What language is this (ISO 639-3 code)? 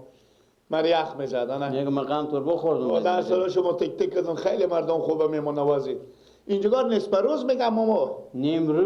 fas